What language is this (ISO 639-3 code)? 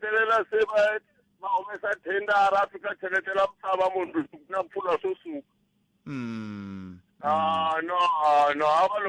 tso